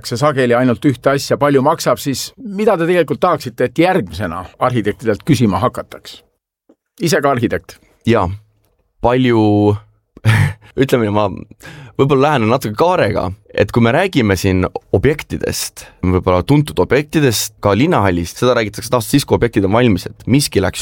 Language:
Estonian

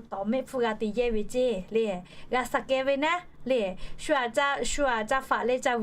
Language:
Lahu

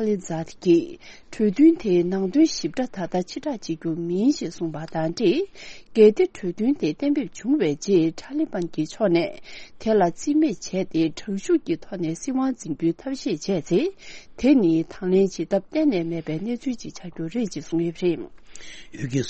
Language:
Tibetan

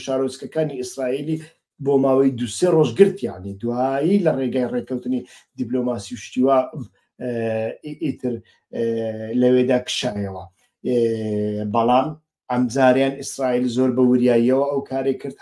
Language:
Central Kurdish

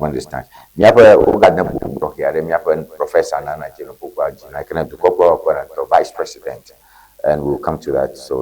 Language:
Ewe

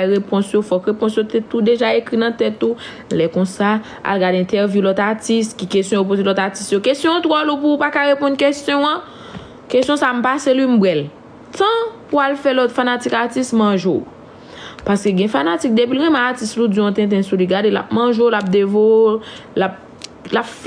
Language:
Haitian Creole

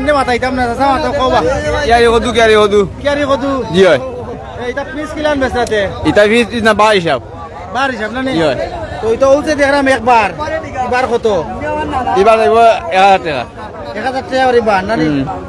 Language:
Sylheti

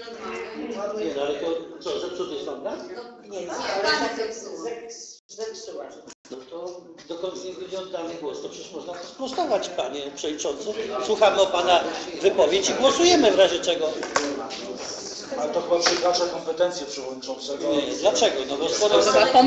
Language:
Polish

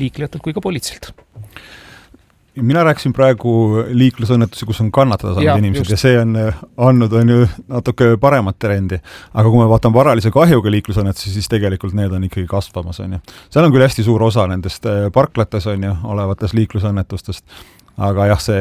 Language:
Estonian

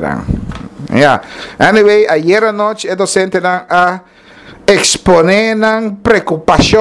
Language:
Papiamento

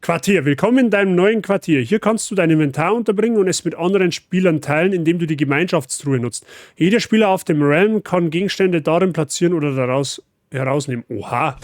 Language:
Bavarian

